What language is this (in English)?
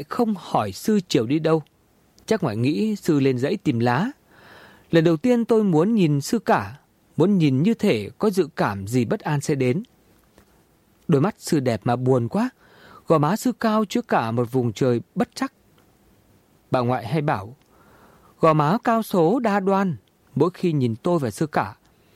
Vietnamese